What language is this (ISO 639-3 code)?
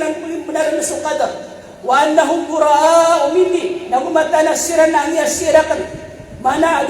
mrw